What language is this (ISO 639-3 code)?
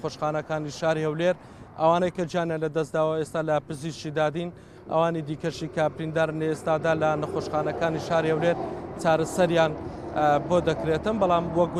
ckb